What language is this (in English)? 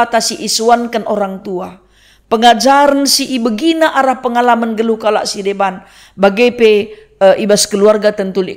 Batak Karo